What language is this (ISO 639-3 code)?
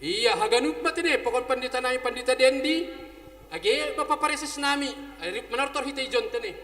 bts